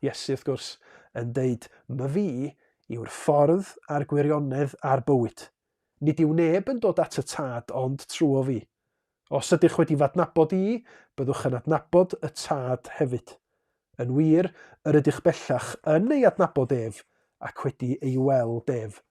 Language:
Welsh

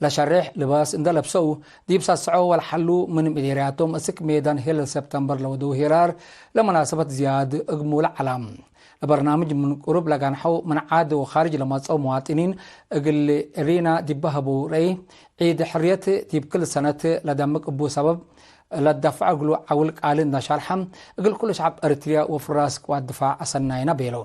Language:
Tigre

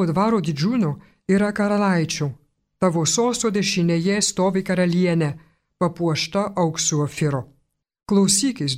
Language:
Lithuanian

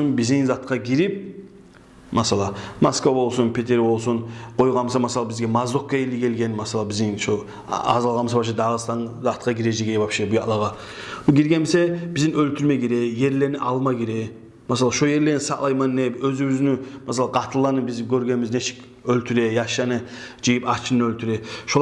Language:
Kumyk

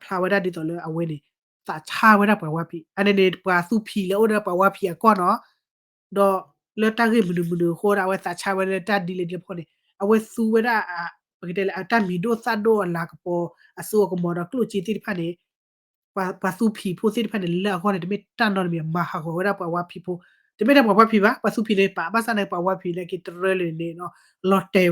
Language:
S'gaw Karen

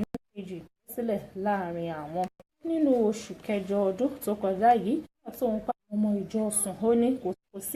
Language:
Yoruba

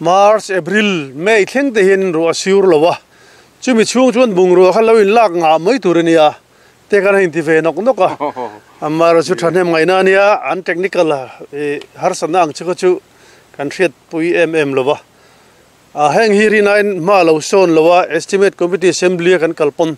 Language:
Mizo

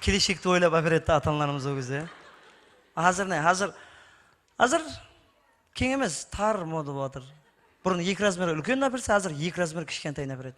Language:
Kara-Kalpak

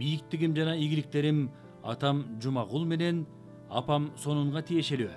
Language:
Kyrgyz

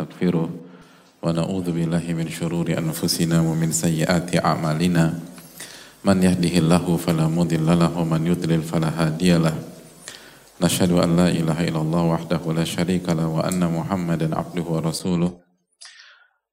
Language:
Indonesian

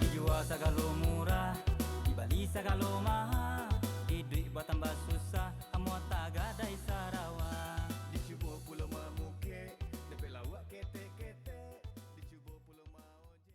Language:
Minangkabau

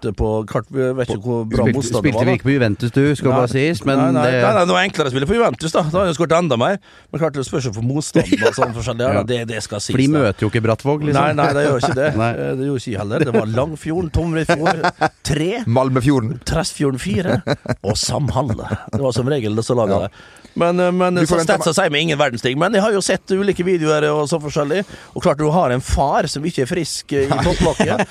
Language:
Norwegian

